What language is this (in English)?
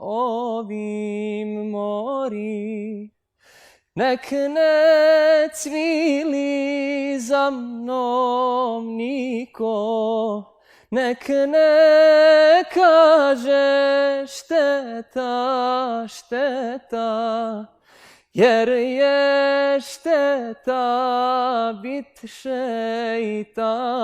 Bosnian